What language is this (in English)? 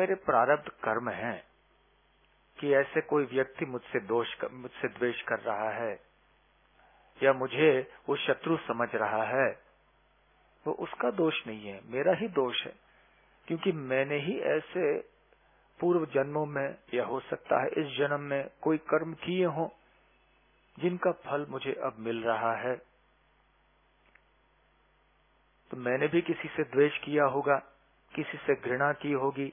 Hindi